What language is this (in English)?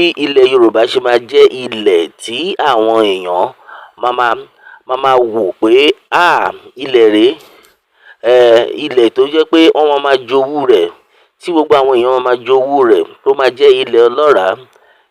Yoruba